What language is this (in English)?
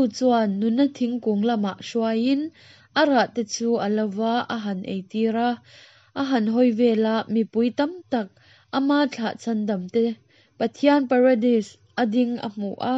Hakha Chin